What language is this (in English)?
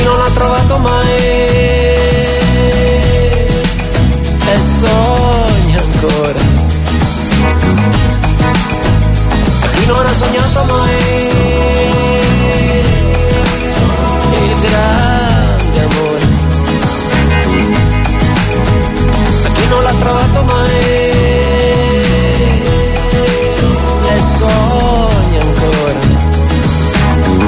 Italian